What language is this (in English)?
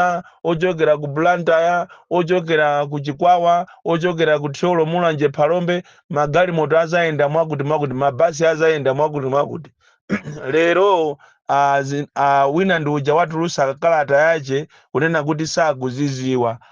Nyanja